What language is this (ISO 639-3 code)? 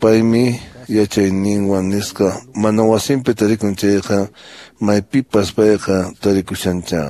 que